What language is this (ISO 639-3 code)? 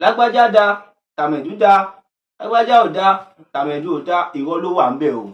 yor